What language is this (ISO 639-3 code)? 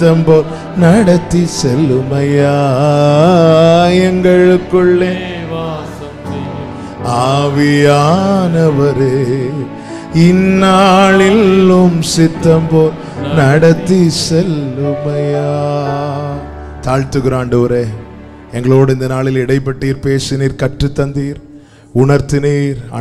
tam